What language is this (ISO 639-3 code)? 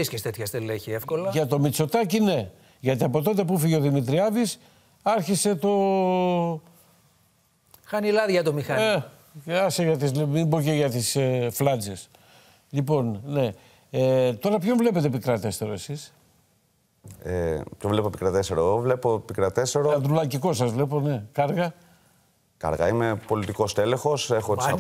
ell